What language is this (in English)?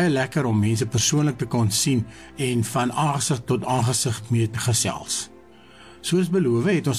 Afrikaans